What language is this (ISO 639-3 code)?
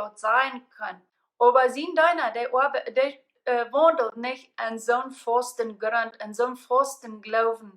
pdt